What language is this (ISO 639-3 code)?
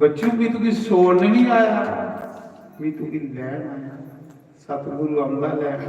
doi